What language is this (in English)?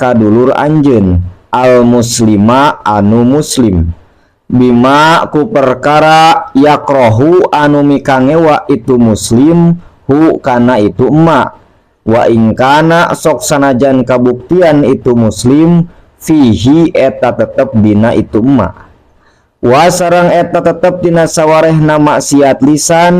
Sundanese